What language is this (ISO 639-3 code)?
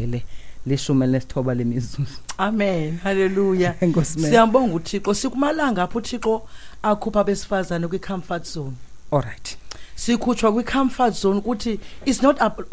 xho